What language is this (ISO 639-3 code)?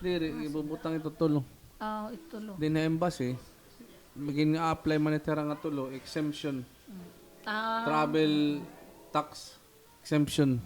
war